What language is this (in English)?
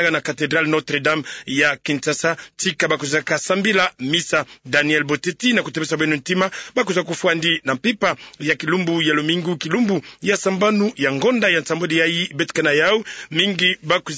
Kituba (Democratic Republic of Congo)